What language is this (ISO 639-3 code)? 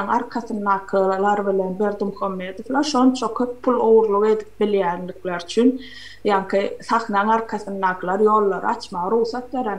tuk